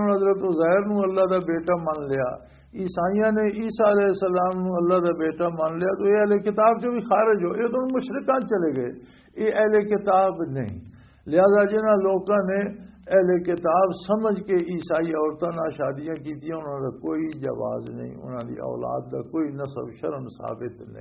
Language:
Western Panjabi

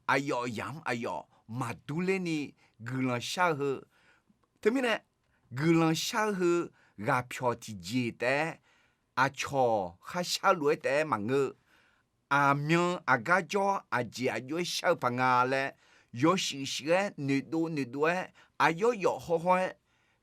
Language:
Akha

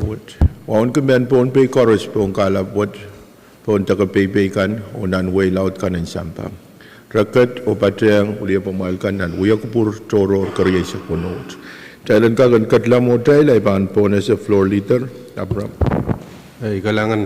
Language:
Pohnpeian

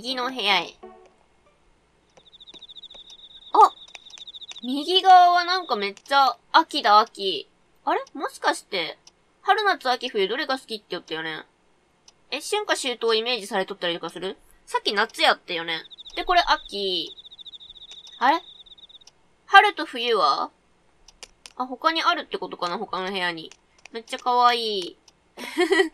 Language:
Japanese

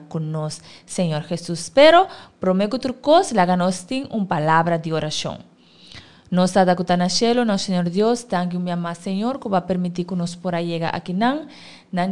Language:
Papiamento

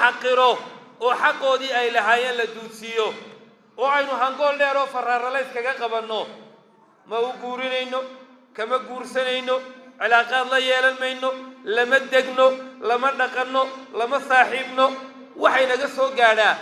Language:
Somali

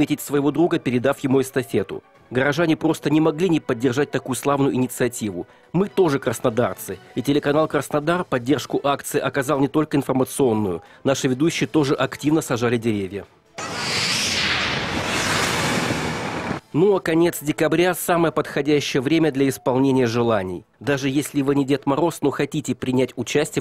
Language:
Russian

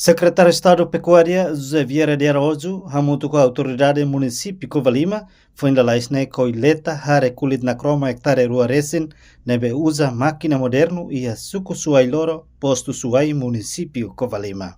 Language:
Tetum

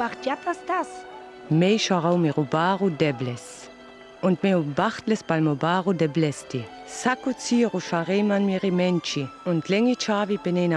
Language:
Sinte Romani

